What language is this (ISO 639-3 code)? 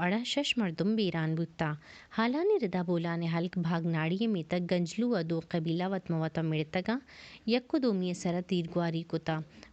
bal